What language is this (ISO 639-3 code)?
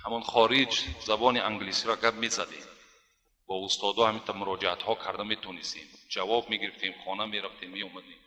tgk